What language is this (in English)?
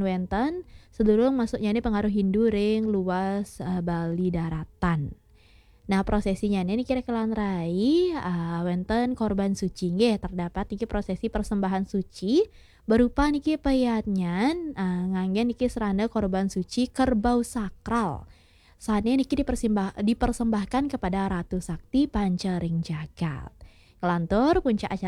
Balinese